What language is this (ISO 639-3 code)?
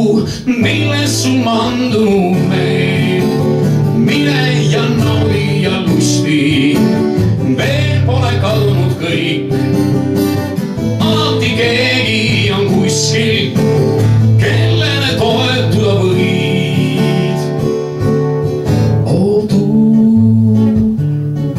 est